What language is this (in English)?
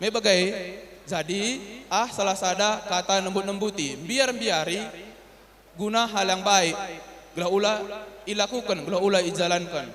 Batak Karo